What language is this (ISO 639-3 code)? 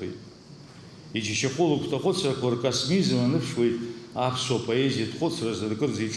abk